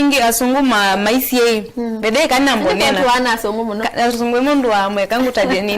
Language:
Kamba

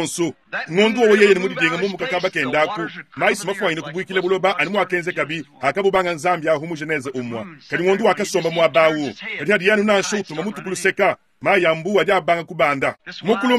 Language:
Luba-Lulua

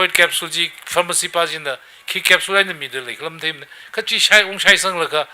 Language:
Tangkhul Naga (India)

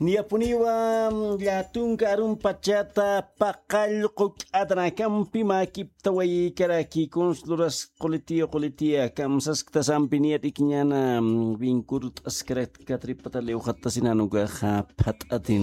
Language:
Aymara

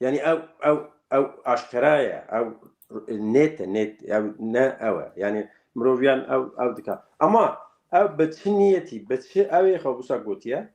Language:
Kurdish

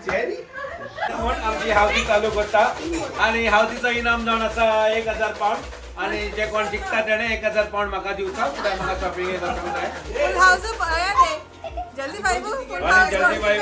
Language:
Konkani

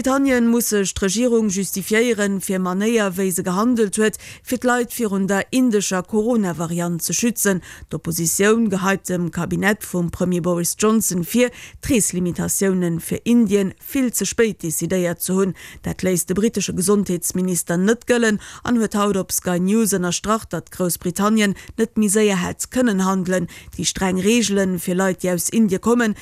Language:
Luxembourgish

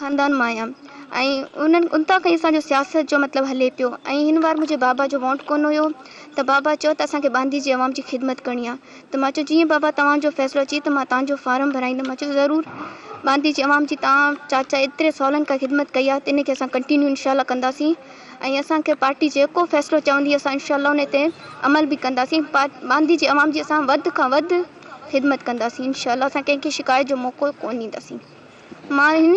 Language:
Sindhi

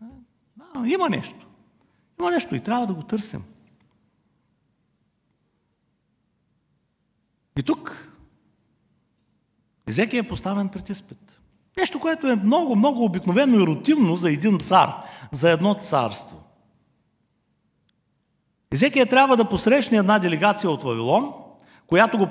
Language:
Bulgarian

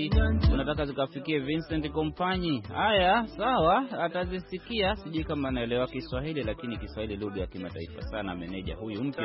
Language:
Swahili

